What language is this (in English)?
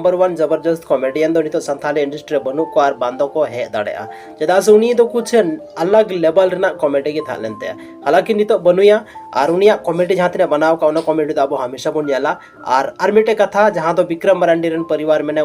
Santali